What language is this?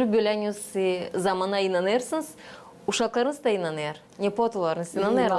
Gagauz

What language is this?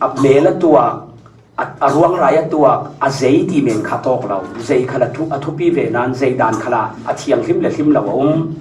Falam Chin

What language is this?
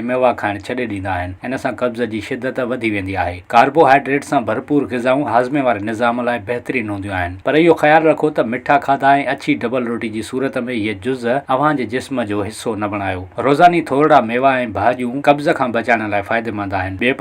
Sindhi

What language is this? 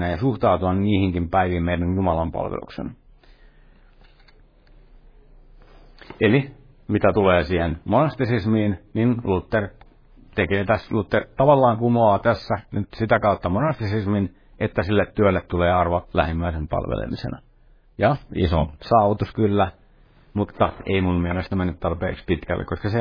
Finnish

